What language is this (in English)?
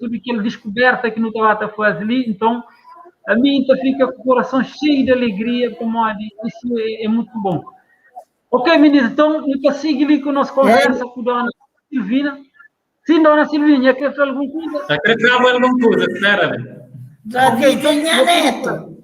Kabuverdianu